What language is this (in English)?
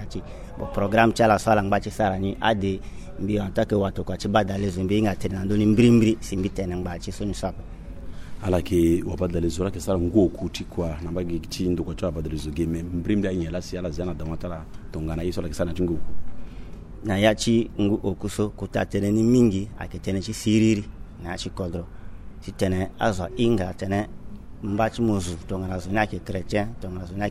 Sango